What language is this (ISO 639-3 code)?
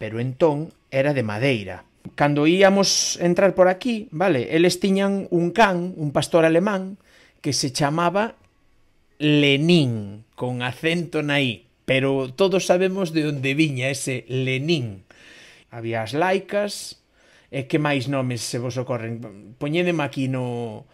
glg